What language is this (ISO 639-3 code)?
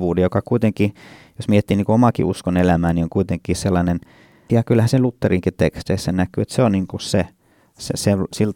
fin